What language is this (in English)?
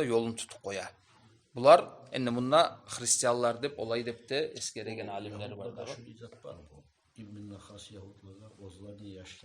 Kumyk